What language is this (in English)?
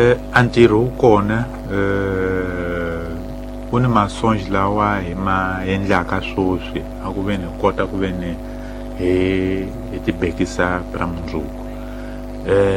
Tsonga